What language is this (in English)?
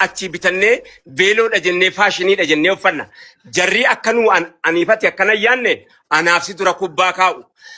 Oromo